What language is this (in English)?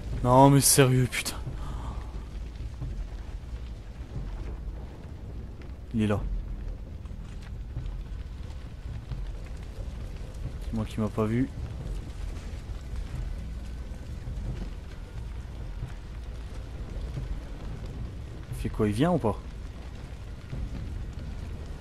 French